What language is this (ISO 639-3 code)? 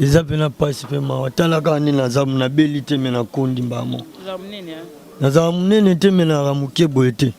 lin